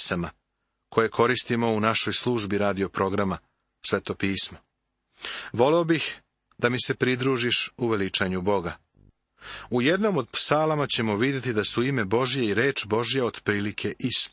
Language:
Serbian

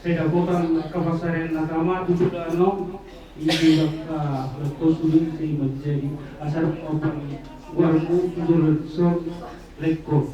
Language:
Batak Toba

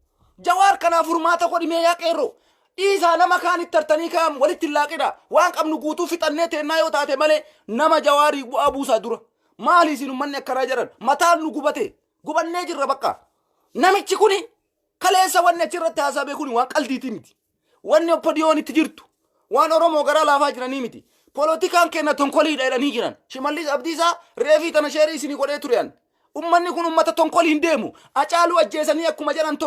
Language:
Oromo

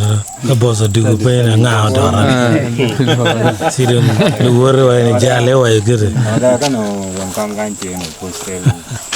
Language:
Acoli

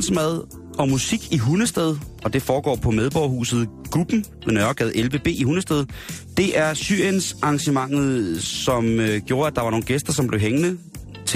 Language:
Danish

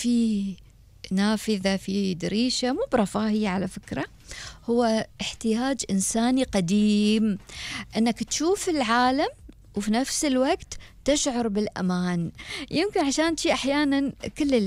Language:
Gulf Arabic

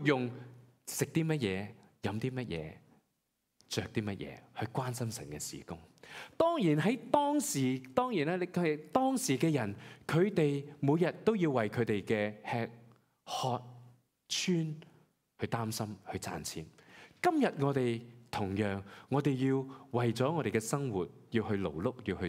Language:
Cantonese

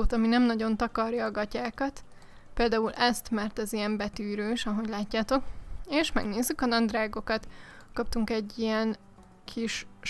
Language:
Hungarian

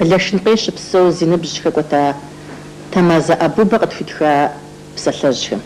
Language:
Kabardian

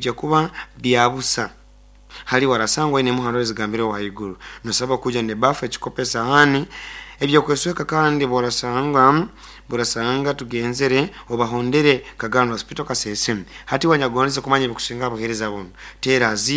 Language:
Nyoro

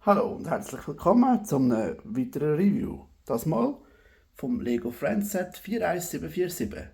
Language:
Swiss German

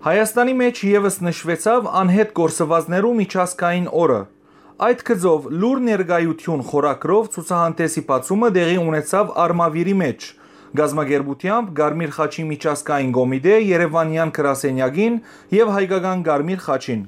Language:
Western Armenian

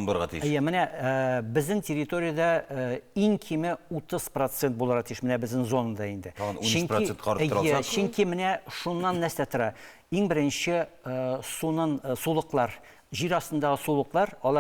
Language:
Tatar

